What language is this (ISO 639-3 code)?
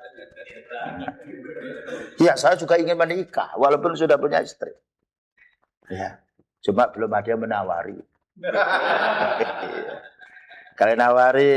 ind